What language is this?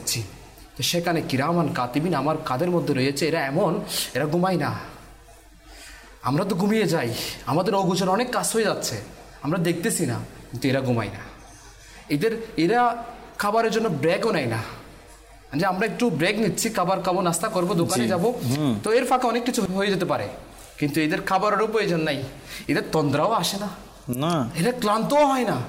Bangla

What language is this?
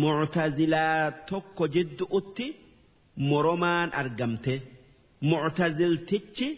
Oromo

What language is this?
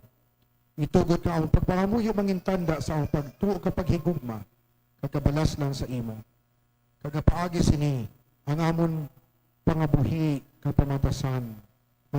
Hiligaynon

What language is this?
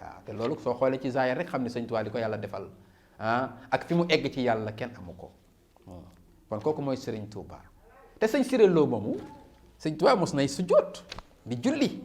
Wolof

